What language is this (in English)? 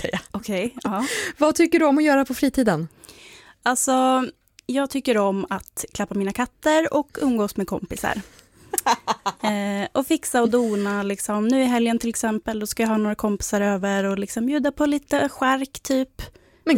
Swedish